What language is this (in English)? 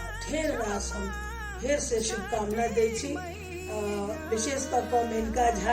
Maithili